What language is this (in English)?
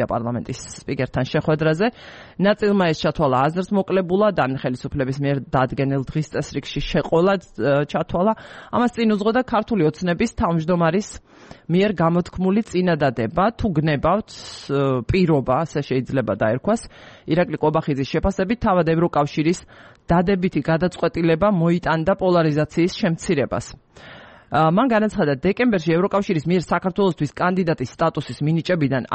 Georgian